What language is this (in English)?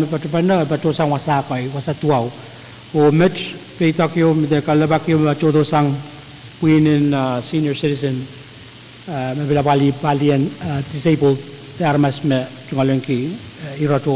Pohnpeian